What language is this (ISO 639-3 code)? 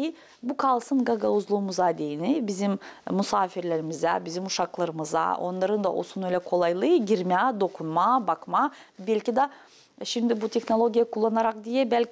gag